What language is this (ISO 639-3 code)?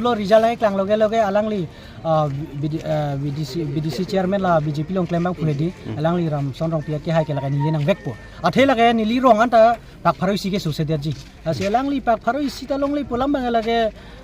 mjw